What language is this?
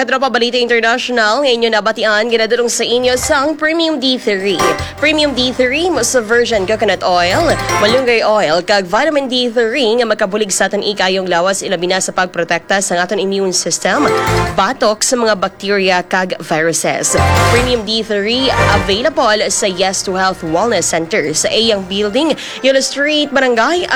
Hiligaynon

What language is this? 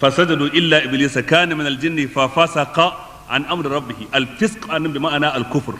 Hausa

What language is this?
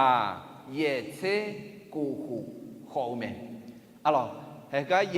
Akha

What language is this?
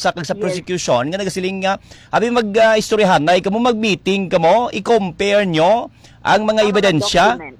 Hiligaynon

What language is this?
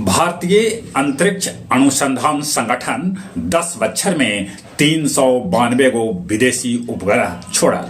Magahi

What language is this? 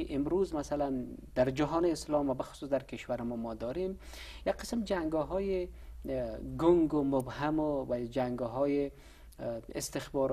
Persian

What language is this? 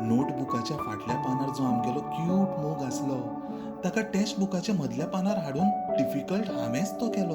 Konkani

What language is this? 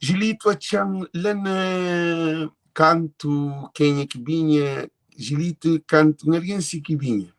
Kabuverdianu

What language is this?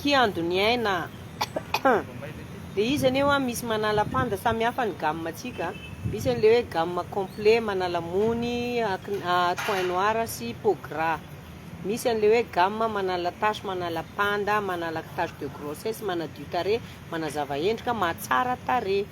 Malagasy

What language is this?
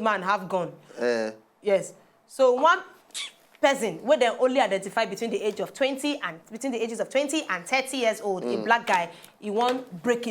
Nigerian Pidgin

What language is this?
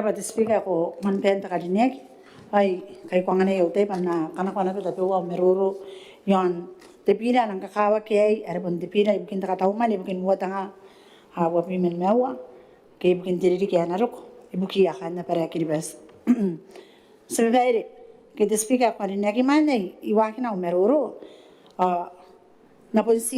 Gilbertese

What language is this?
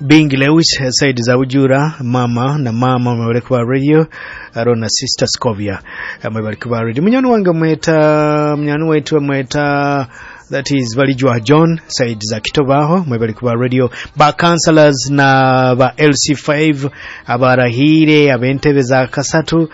Nyoro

